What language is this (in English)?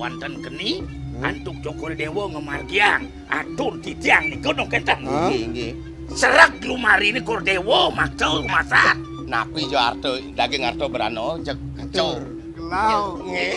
Balinese